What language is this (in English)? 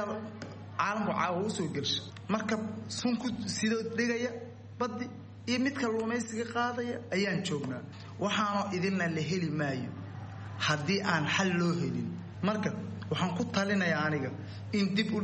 Somali